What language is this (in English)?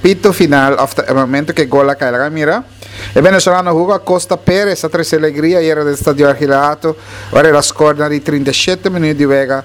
Papiamento